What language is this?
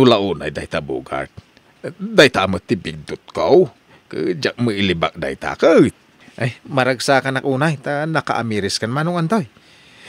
Iloko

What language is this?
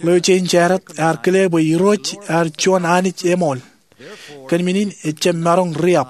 Marshallese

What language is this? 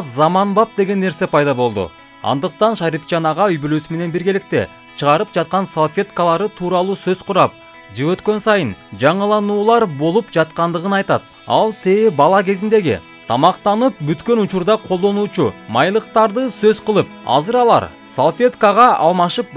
Kyrgyz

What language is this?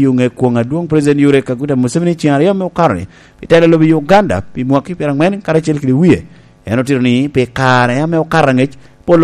Lango (Uganda)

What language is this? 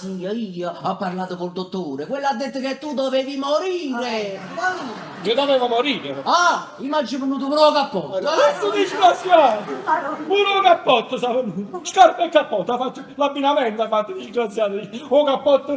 Neapolitan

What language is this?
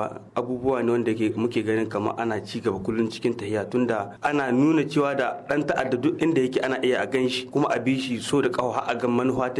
Hausa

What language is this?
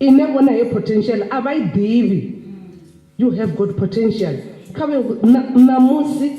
Venda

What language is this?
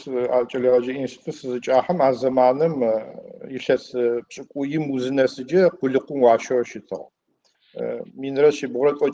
Adyghe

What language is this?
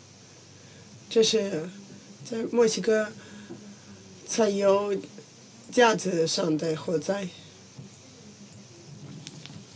Chinese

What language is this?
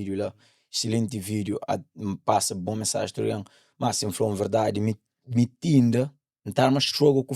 Kabuverdianu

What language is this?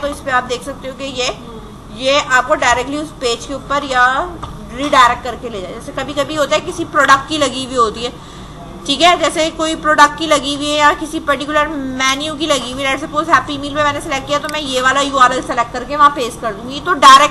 Hindi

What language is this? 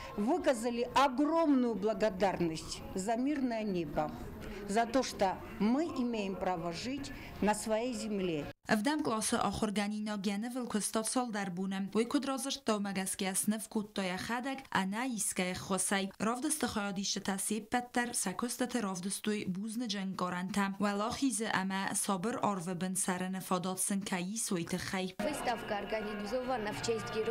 Ossetic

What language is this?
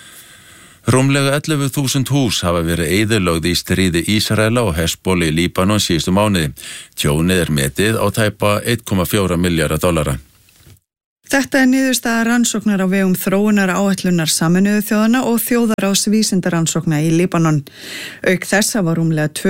Icelandic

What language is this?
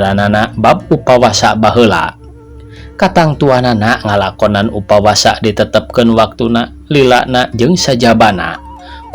Sundanese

